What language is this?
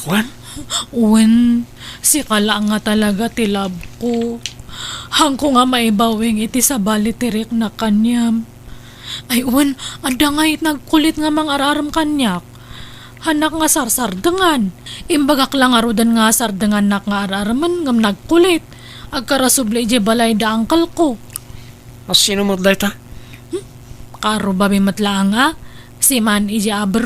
Iloko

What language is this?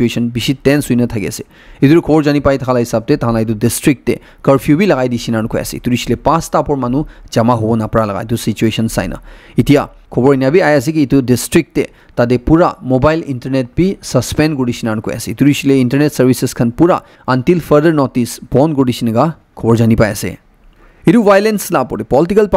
Naga Pidgin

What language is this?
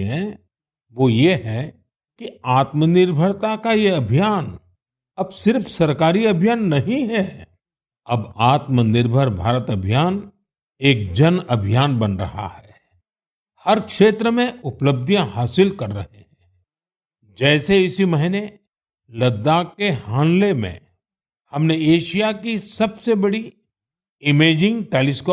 Hindi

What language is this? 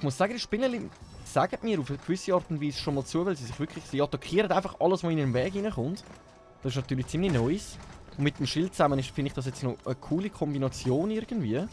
Swiss German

